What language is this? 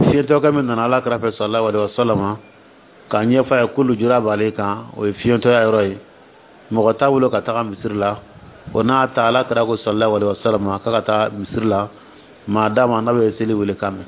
Dyula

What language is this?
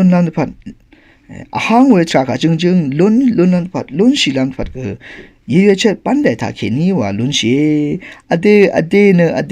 Rawang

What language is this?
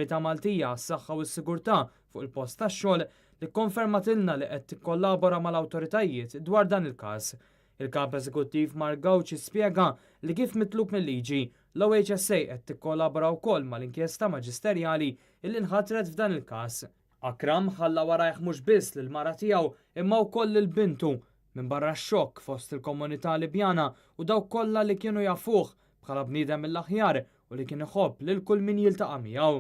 Maltese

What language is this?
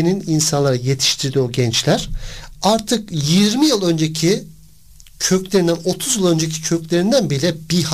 Turkish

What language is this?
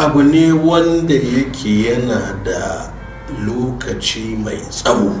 Hausa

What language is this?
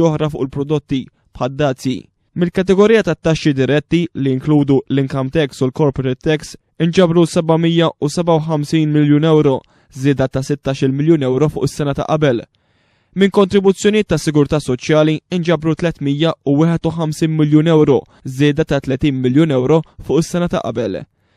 Maltese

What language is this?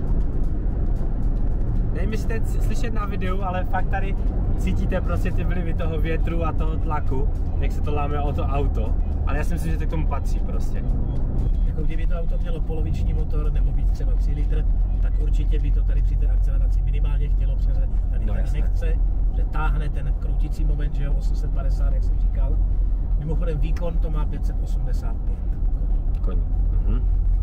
Czech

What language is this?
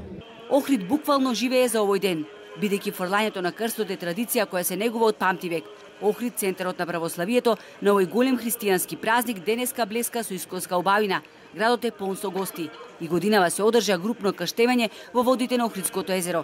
Macedonian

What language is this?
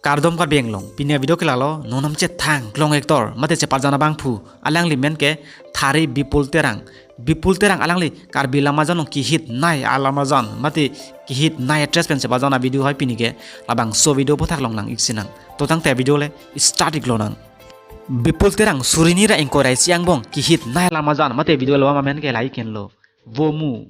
Karbi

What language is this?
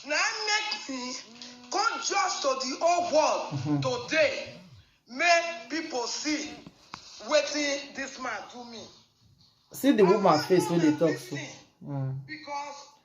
Nigerian Pidgin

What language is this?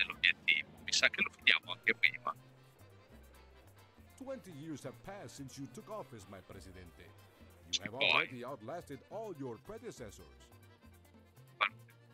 Italian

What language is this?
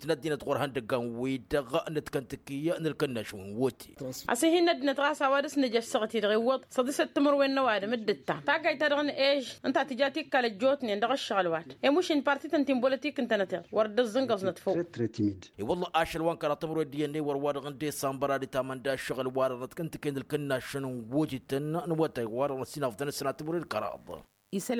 Tamasheq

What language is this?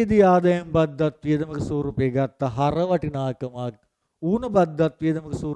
Sinhala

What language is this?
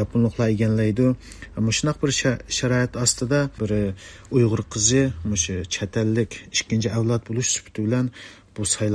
Uyghur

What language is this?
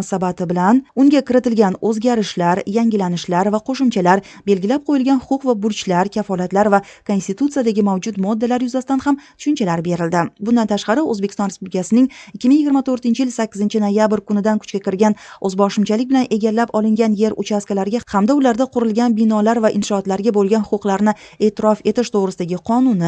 Uzbek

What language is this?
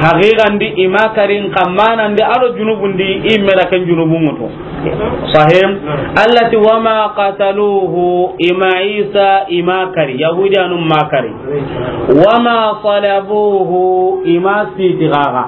Soninke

